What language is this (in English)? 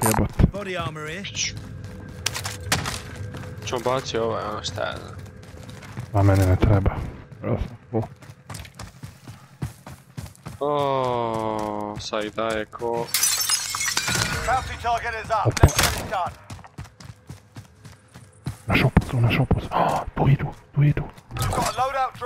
Croatian